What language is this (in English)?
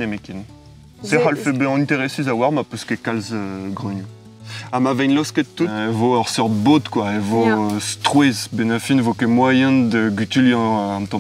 Breton